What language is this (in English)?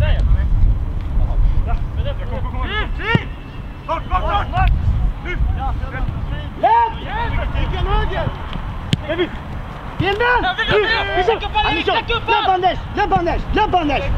Swedish